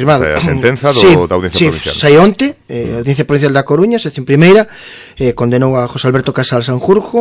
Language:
Galician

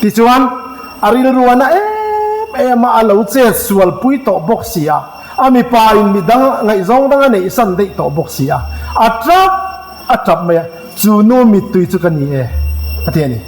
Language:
Mizo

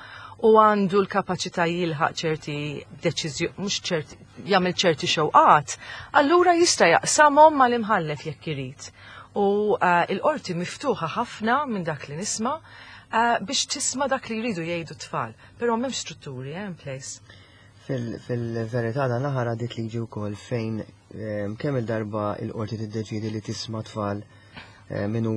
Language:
Maltese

